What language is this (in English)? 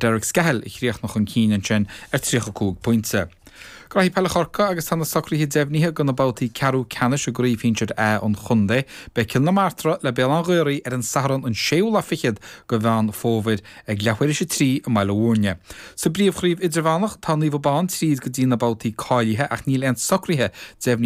Irish